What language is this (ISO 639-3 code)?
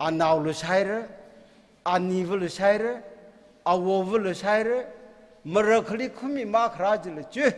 nmf